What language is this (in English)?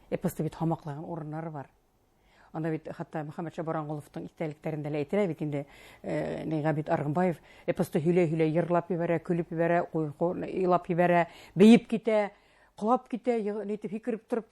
Bashkir